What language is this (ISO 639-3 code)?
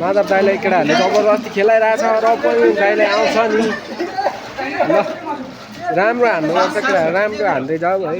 nep